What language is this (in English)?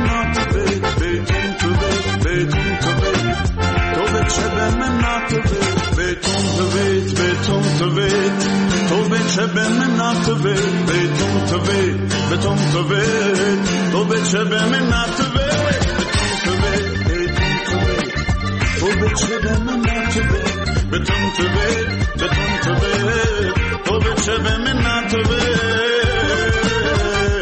Persian